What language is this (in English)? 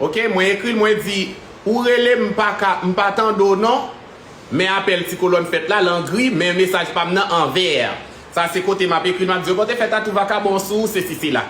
Haitian Creole